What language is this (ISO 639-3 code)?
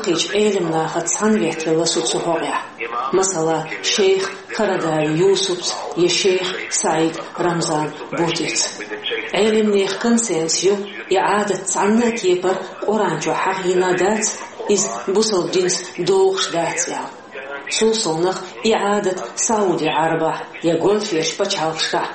che